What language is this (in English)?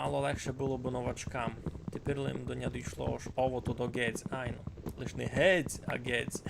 Rusyn